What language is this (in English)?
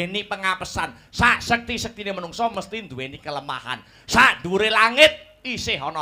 Javanese